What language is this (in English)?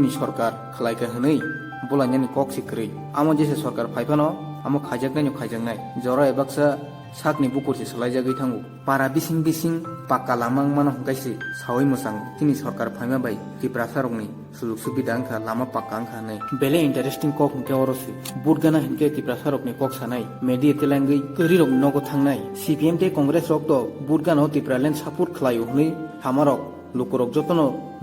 Kok Borok